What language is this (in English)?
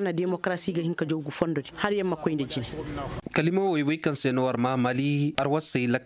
Koyraboro Senni